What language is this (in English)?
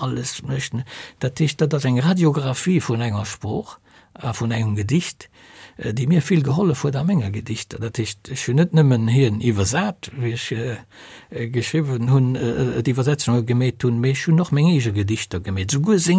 Luxembourgish